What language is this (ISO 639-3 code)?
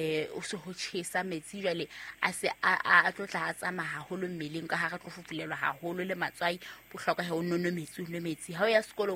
sot